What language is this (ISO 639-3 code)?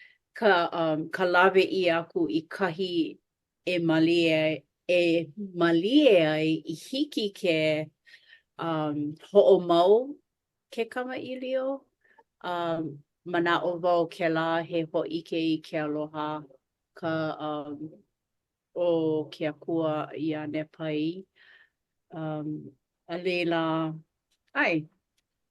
haw